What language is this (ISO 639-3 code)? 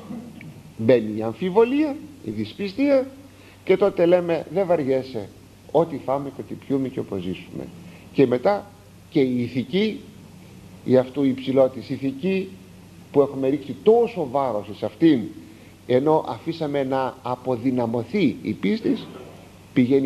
ell